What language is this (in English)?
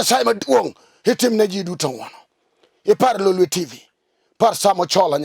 Luo (Kenya and Tanzania)